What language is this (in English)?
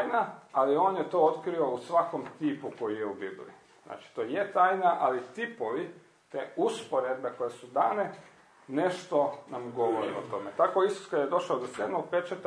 Croatian